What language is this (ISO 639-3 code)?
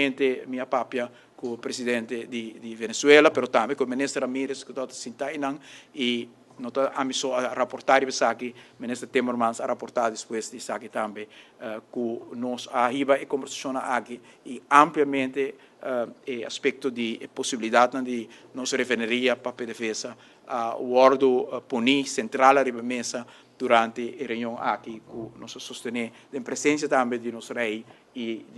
pap